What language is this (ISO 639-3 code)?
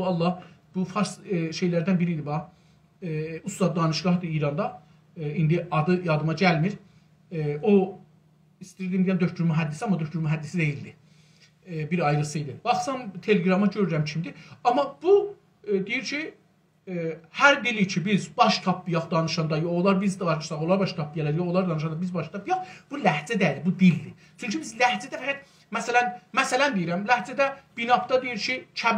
azb